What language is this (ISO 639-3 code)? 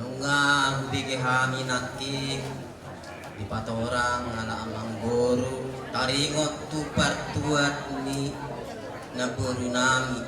bbc